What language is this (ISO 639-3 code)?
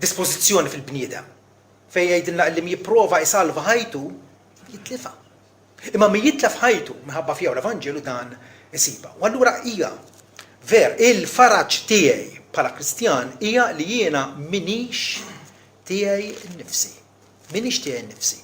mlt